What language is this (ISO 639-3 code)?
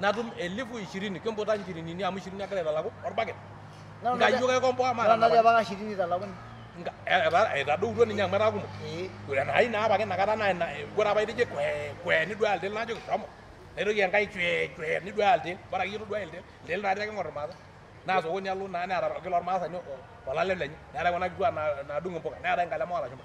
mas